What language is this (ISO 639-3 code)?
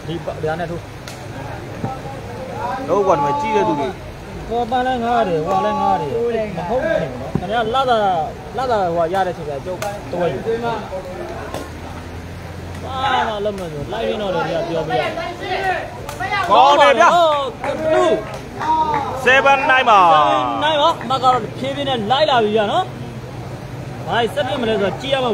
mya